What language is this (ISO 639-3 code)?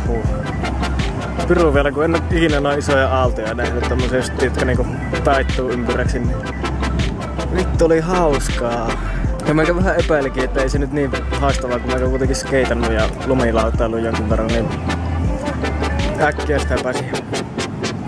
fin